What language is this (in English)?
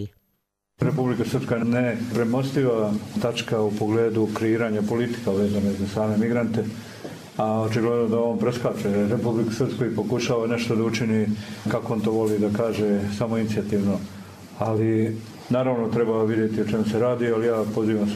Bosnian